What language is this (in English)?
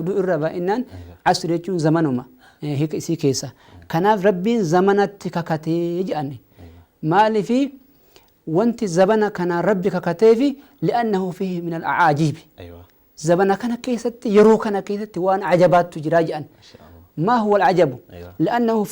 Oromo